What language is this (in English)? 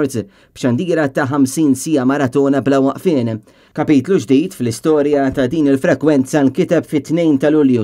Maltese